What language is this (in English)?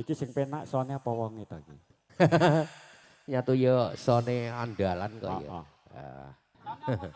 Javanese